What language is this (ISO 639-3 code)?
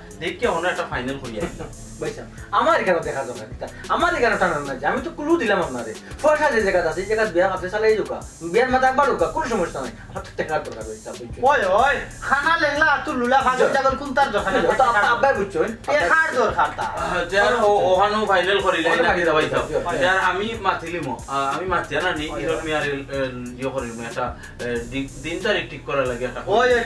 syl